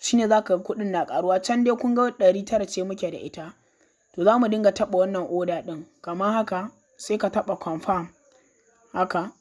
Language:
Hausa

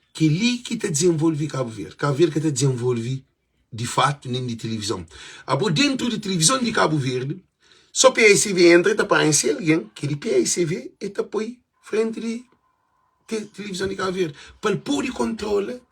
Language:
Kabuverdianu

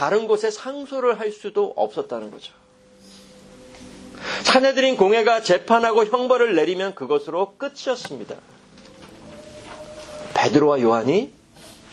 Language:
Korean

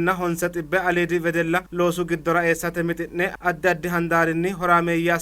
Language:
Sidamo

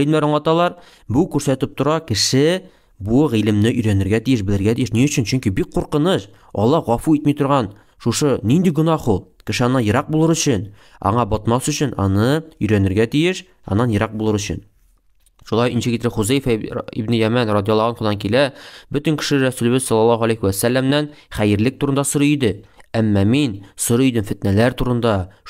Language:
Tatar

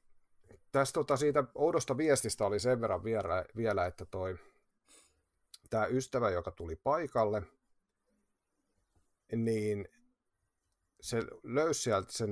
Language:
Finnish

